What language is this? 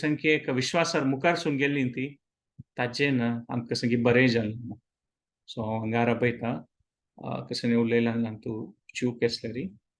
Konkani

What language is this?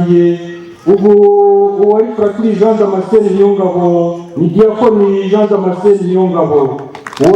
Kinyarwanda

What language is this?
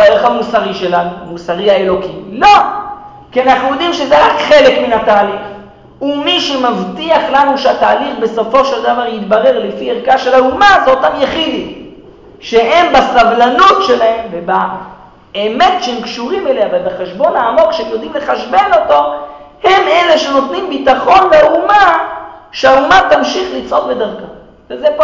Hebrew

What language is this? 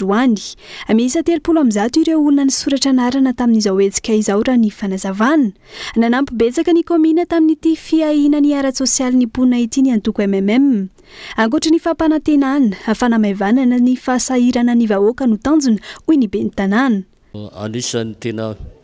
Malagasy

